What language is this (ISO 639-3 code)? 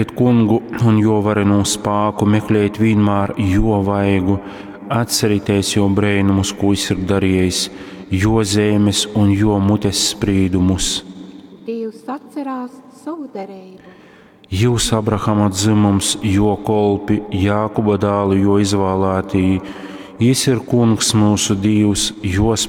ltg